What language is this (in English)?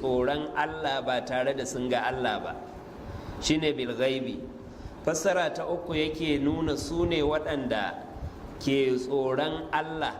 Hausa